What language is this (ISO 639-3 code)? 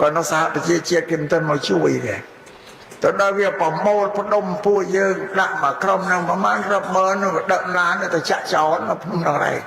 khm